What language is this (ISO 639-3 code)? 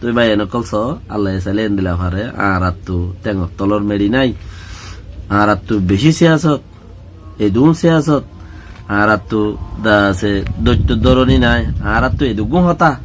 rhg